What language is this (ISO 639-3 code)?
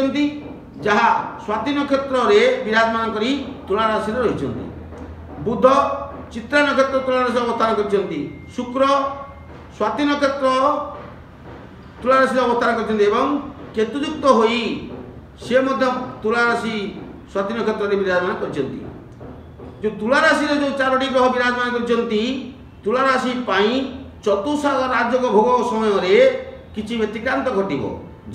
ori